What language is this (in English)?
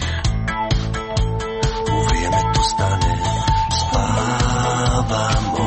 Croatian